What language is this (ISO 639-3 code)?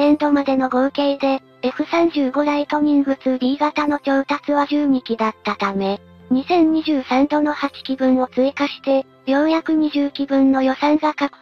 jpn